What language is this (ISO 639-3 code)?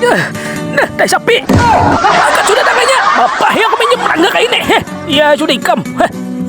bjn